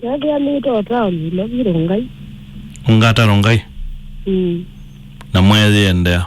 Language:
Kamba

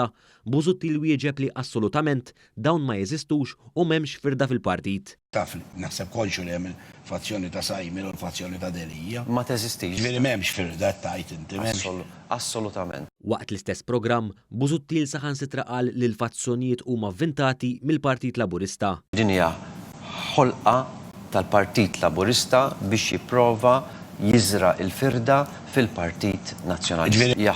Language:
Maltese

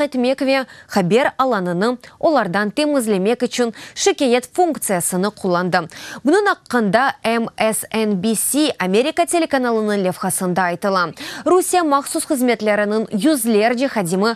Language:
Crimean Tatar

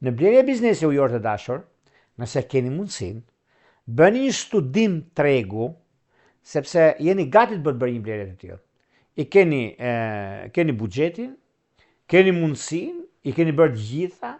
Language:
Albanian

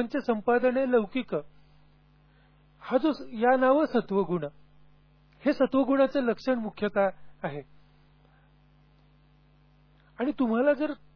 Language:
Marathi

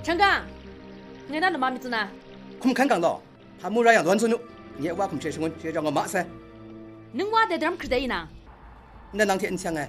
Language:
Kachin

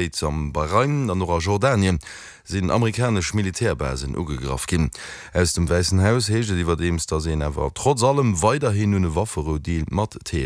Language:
Luxembourgish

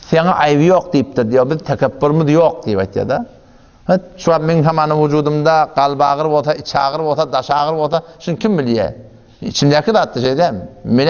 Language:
Turkmen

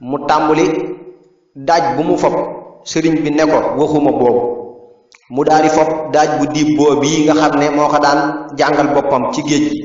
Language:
Wolof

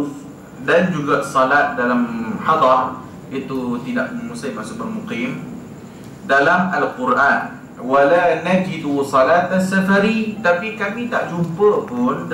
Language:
Malay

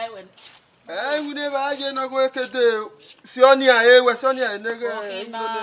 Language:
Bini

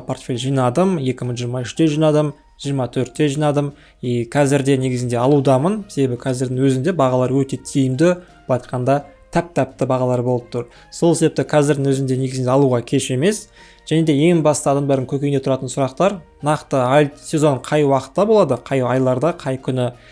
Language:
Kazakh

